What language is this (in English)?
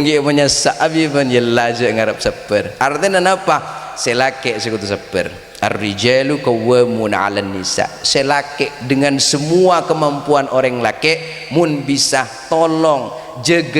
Madurese